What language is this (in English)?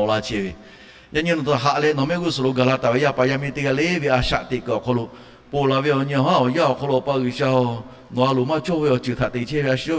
Lahu